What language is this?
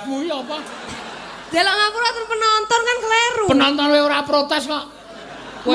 Javanese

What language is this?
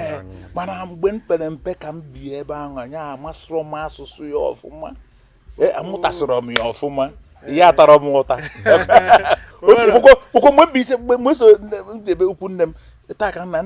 Igbo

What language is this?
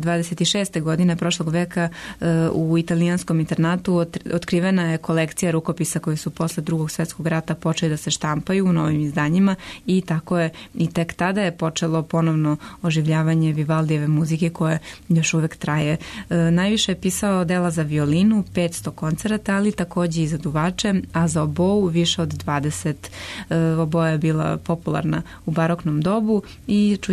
Serbian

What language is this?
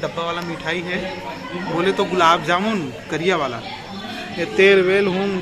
Chhattisgarhi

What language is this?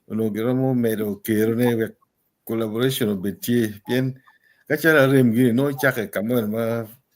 Acoli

